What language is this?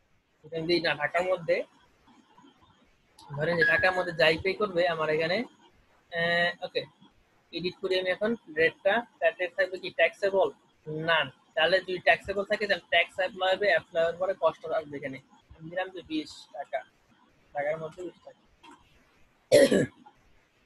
Bangla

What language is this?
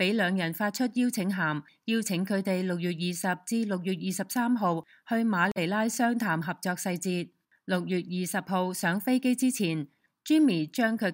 Cantonese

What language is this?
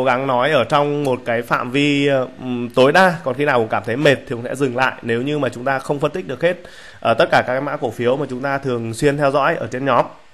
Vietnamese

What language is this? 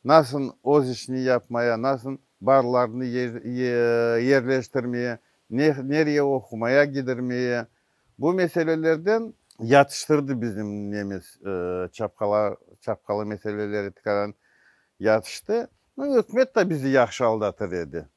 Crimean Tatar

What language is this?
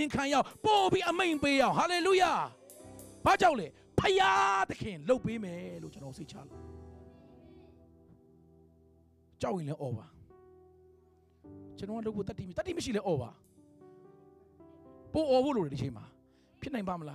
Burmese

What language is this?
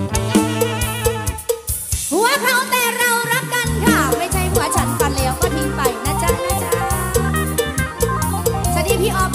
Thai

